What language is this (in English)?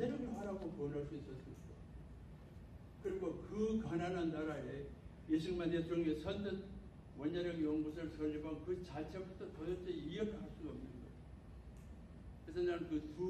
Korean